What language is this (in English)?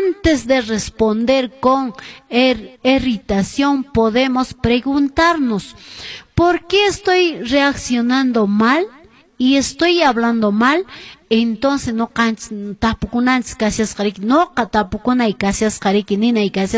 Quechua